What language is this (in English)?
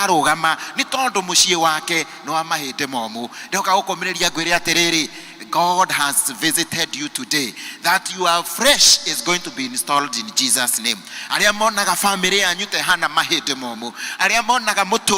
Kikuyu